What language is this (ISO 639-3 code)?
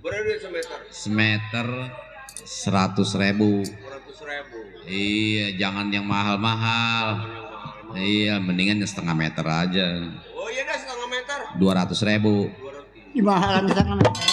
bew